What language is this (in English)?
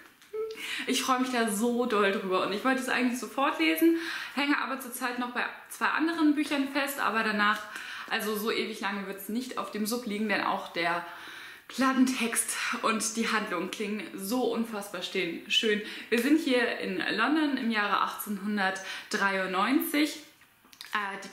German